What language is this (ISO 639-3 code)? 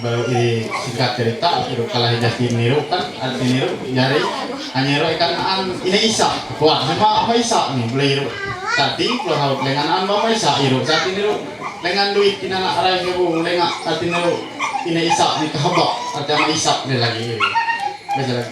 mhy